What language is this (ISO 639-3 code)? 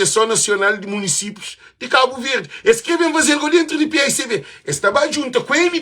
kea